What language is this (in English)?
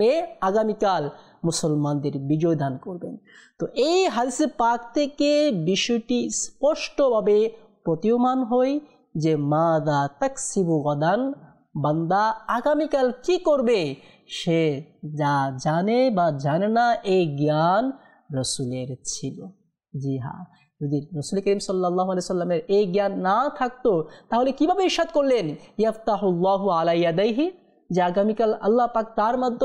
Bangla